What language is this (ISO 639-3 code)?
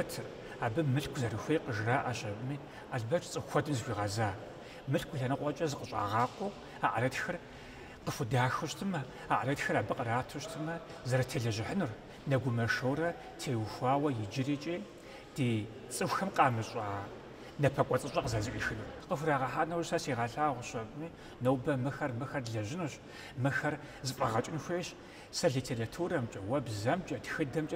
kbd